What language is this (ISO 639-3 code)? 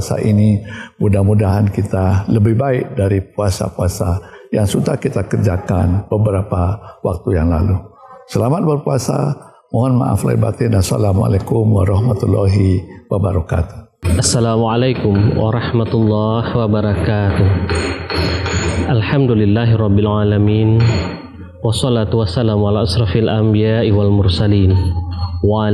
ind